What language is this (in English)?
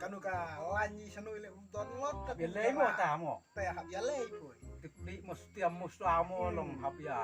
Khasi